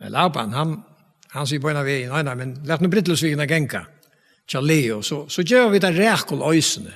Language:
Faroese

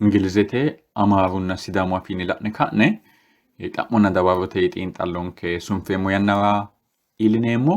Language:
Sidamo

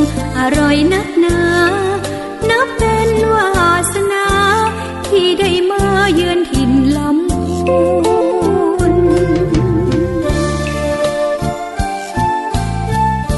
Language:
Thai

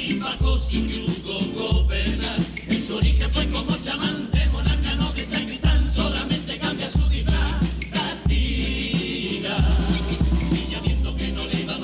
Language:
Spanish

